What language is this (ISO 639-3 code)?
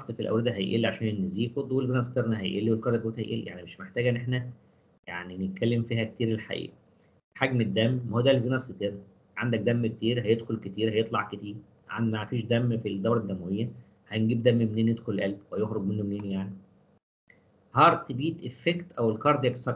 arz